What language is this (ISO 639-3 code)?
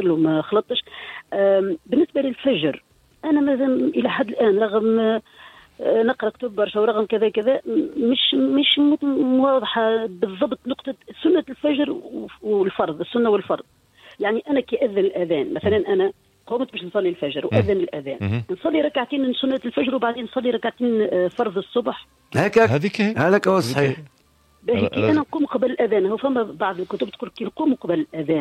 aeb